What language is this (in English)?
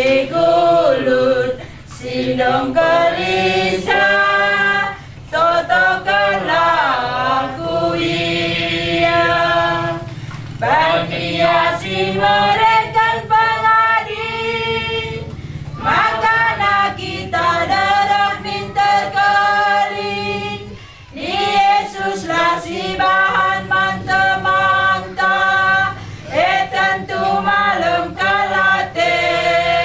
Batak Karo